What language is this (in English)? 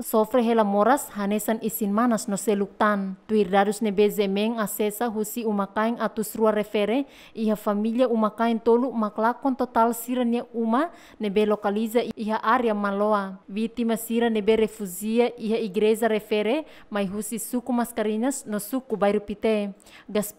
Tetum